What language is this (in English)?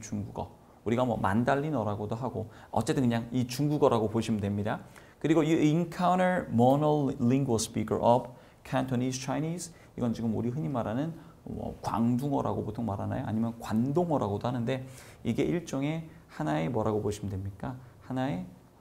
Korean